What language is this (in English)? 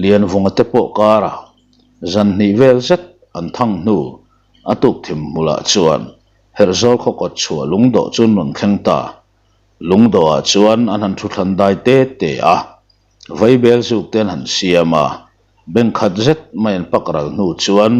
Mizo